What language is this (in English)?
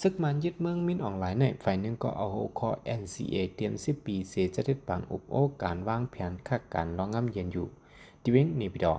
Shan